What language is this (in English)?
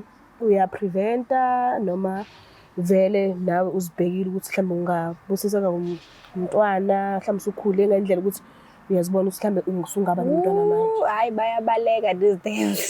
Zulu